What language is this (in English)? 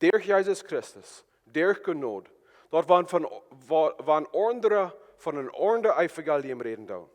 Plautdietsch